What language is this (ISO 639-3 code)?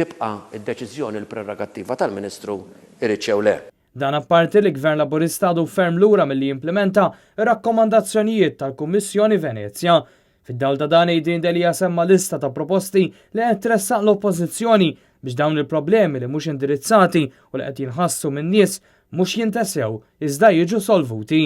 mlt